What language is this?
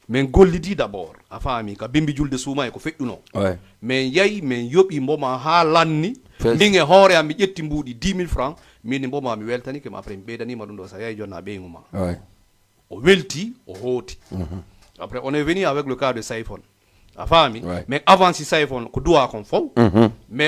Fula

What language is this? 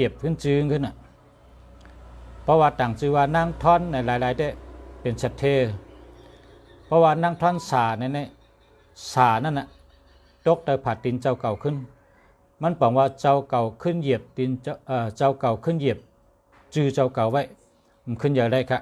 Shan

